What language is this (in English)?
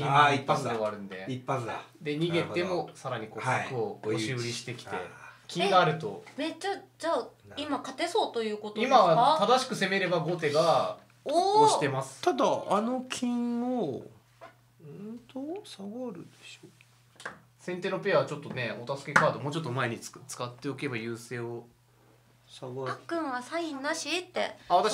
Japanese